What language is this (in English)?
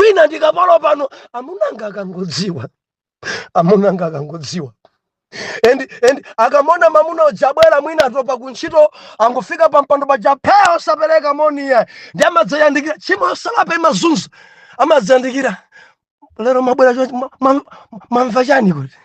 Nyanja